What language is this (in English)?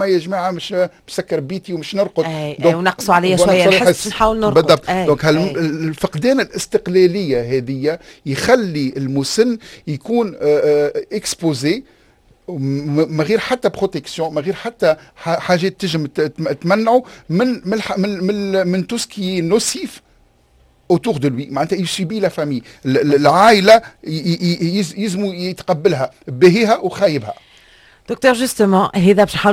Tunisian Arabic